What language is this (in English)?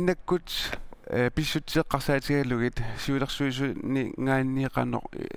Kalaallisut